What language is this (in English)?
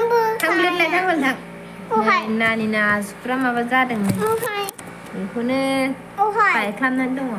Bodo